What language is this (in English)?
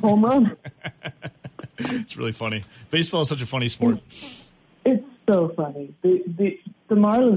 English